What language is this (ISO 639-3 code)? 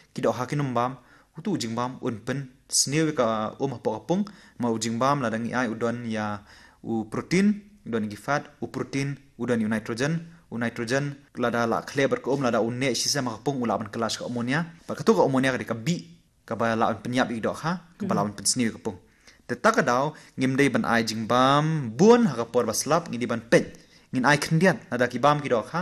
kha